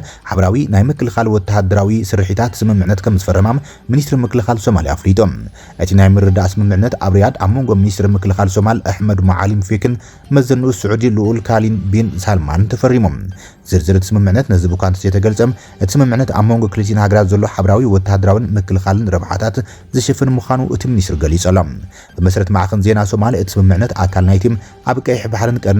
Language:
Tigrinya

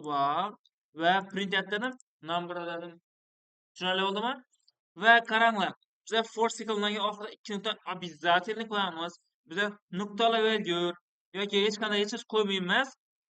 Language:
Uzbek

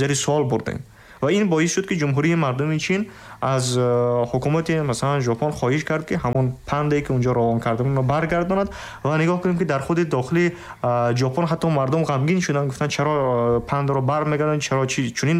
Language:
Tajik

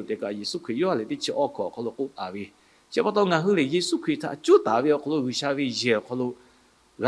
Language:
Lahu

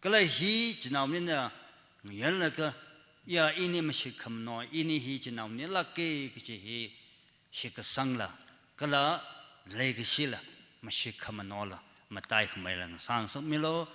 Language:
Tangkhul Naga (India)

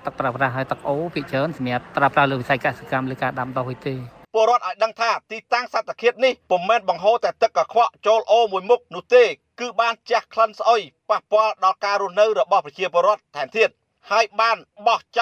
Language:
Khmer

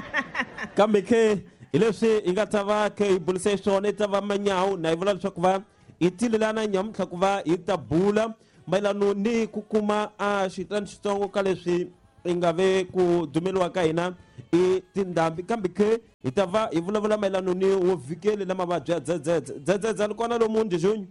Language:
Tsonga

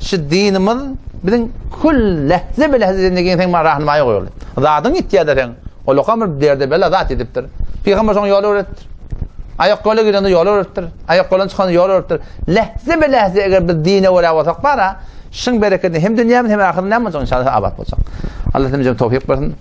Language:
Turkmen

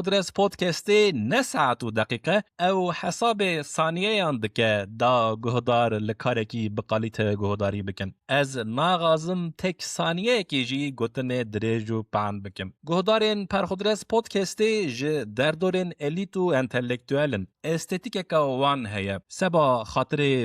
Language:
Kurdish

